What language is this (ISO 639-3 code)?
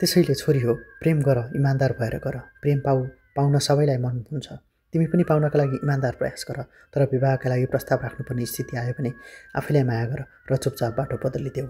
nep